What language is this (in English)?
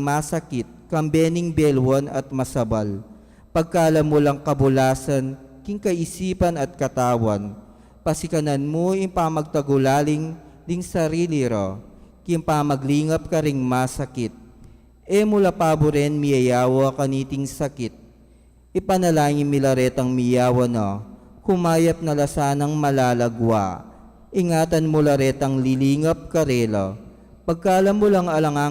Pampanga